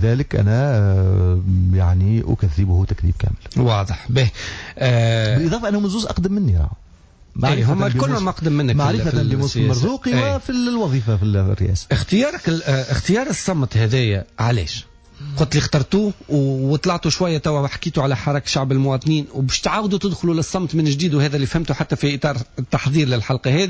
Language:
Tunisian Arabic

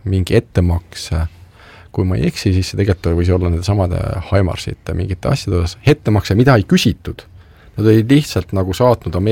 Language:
Estonian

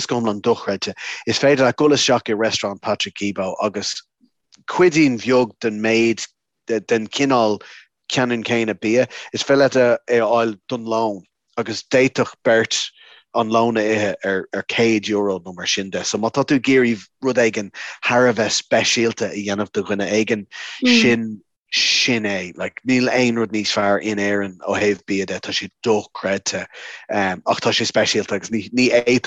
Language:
Irish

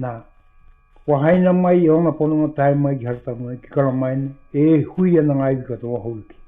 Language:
Māori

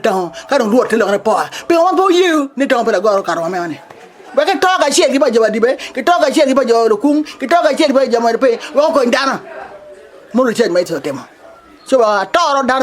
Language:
Acoli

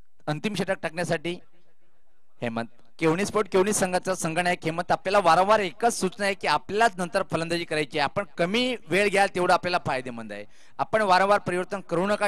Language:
Marathi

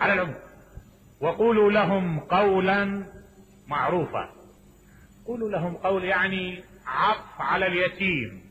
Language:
Mesopotamian Arabic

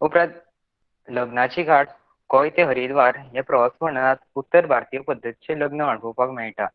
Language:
Konkani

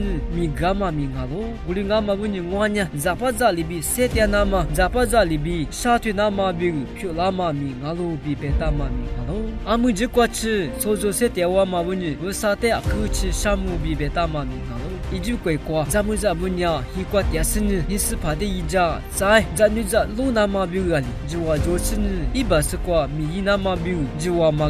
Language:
Lisu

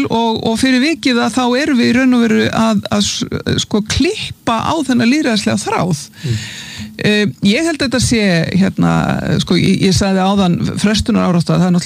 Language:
Icelandic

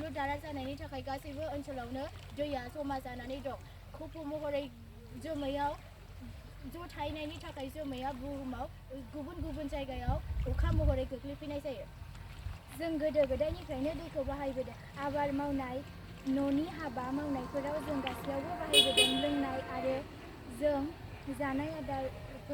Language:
Bodo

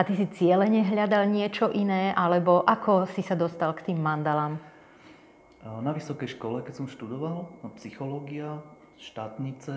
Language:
Slovak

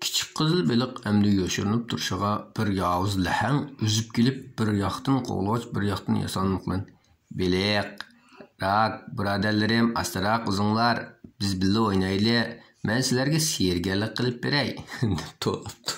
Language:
Uyghur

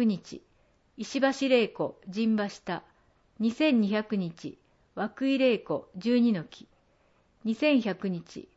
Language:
Japanese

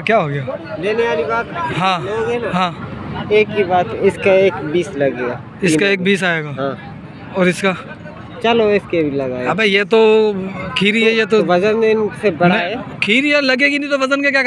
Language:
Hindi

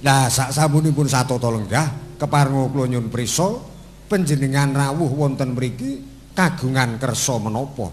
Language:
Javanese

